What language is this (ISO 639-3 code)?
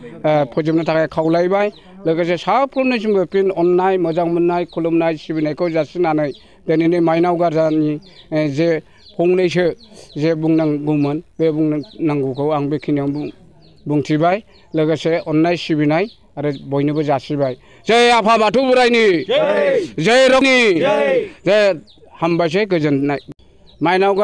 brx